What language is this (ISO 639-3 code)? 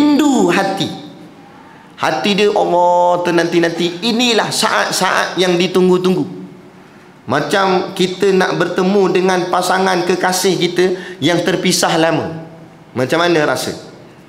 msa